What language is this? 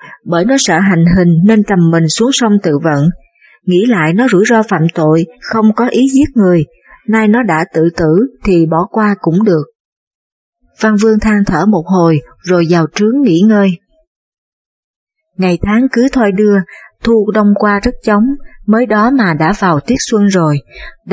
Vietnamese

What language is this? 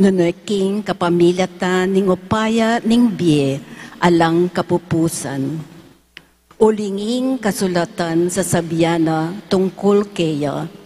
Pampanga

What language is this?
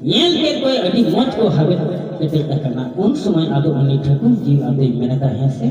Santali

